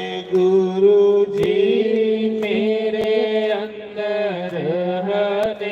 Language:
Dogri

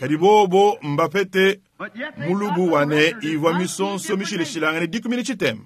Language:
Luba-Lulua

